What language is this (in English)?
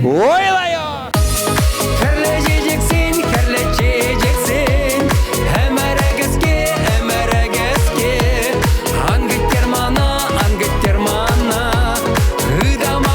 Chuvash